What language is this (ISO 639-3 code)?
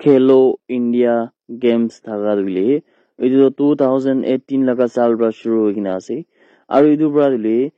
nag